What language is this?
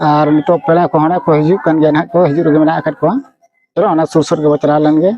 Santali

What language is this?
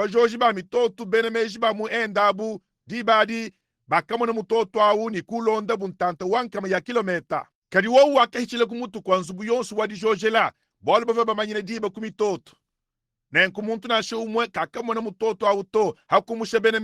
Luba-Lulua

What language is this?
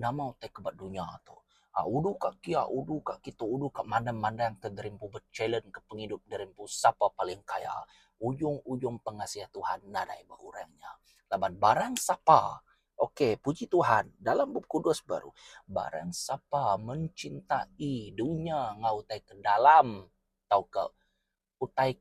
Iban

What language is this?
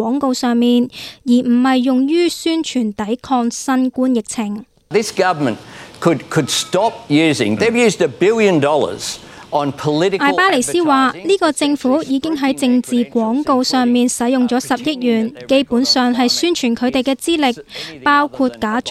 Cantonese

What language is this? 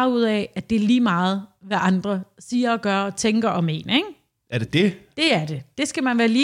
Danish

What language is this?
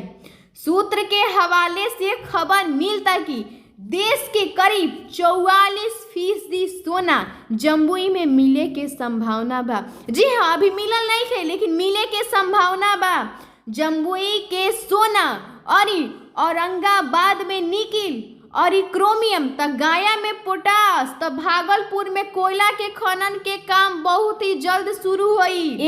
Bhojpuri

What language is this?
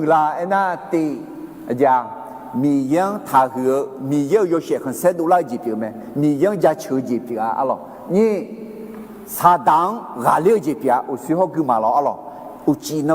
Akha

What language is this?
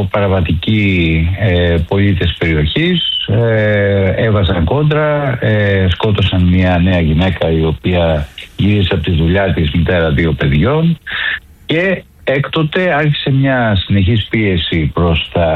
Greek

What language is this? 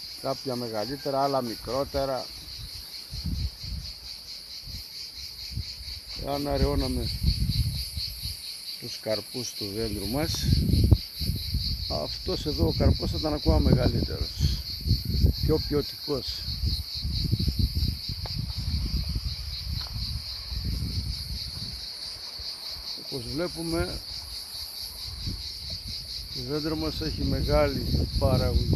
Greek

